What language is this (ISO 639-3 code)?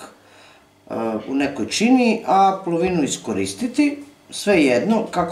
srp